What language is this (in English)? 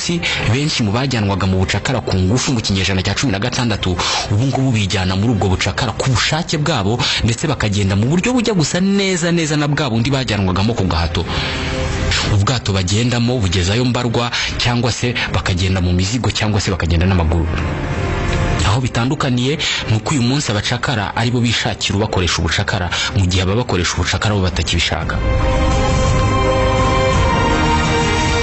Kinyarwanda